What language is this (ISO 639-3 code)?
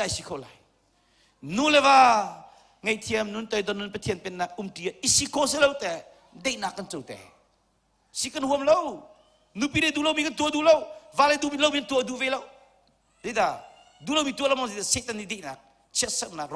cnh